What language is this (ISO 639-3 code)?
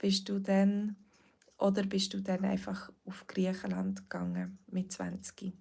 gsw